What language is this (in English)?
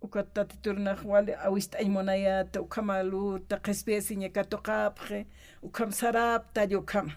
Aymara